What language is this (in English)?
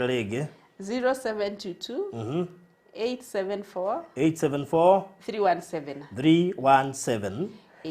Kikuyu